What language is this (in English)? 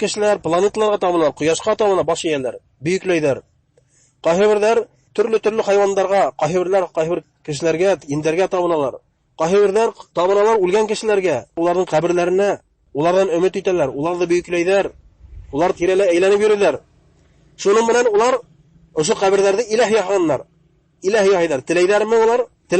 Bashkir